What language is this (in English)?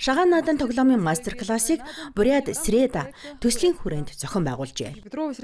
Mongolian